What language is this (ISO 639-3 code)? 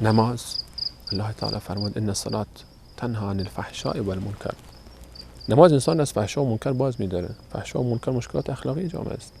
fas